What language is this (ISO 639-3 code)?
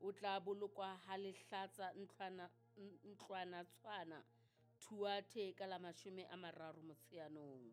sot